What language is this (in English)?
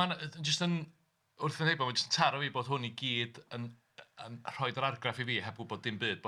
Welsh